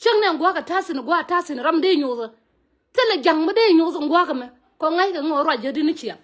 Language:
Nuer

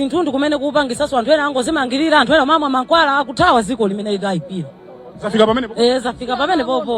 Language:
Nyanja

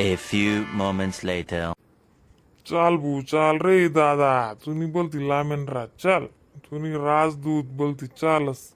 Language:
Khandesi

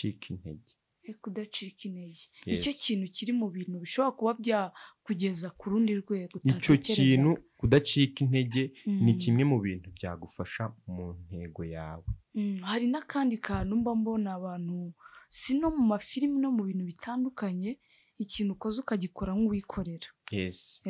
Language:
Kinyarwanda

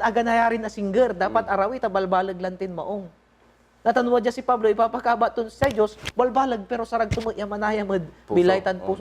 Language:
Pangasinan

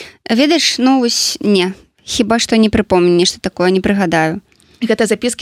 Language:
Belarusian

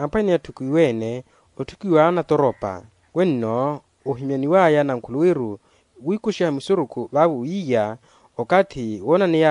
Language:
Makhuwa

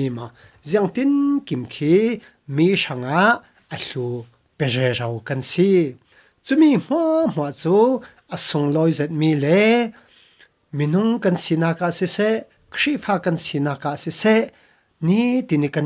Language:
Falam Chin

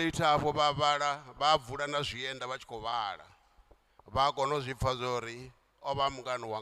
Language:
Venda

